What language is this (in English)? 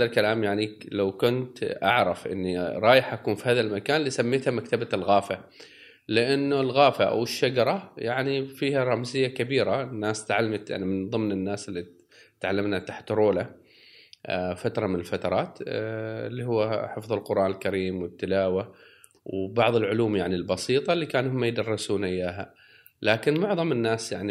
Gulf Arabic